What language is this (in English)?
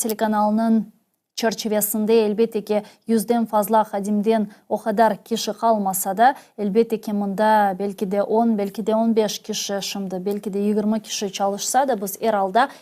Crimean Tatar